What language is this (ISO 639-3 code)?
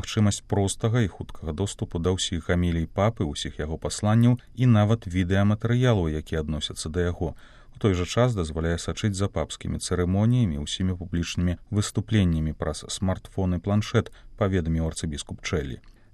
bel